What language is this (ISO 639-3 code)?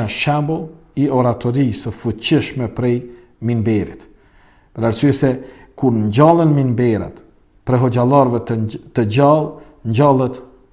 sqi